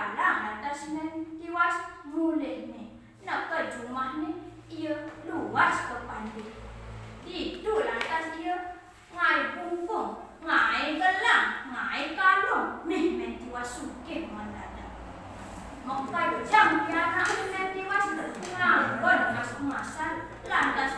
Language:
Balinese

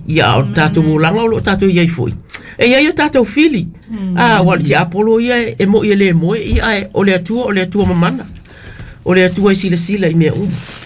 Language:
Samoan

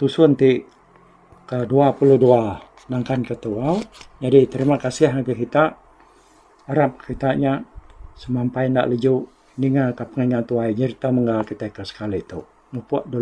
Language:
Iban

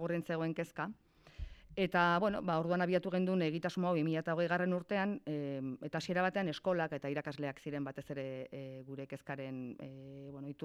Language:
Basque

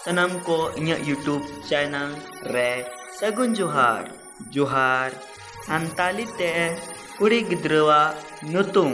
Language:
Santali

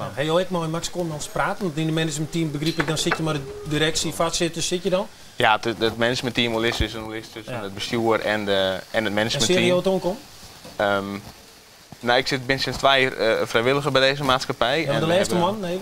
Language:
Western Frisian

